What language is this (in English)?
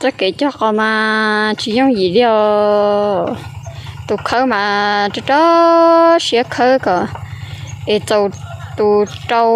Hmong